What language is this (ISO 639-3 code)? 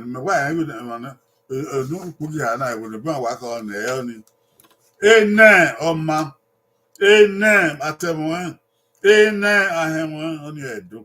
bin